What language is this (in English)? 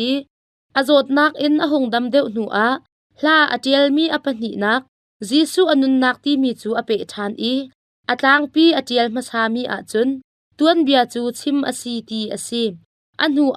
Hakha Chin